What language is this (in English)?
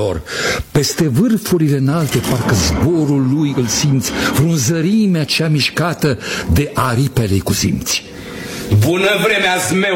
Romanian